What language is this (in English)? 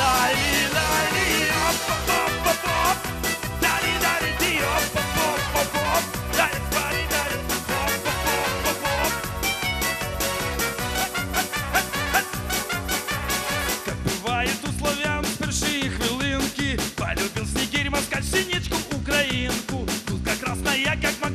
Russian